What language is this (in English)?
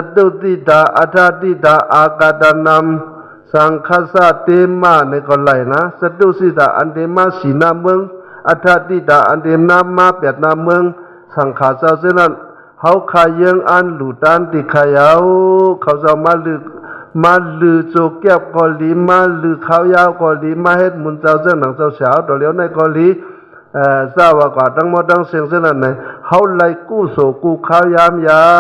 Shan